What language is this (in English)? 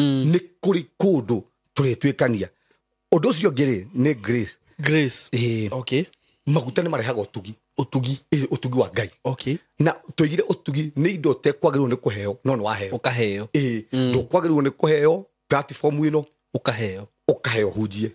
Kikuyu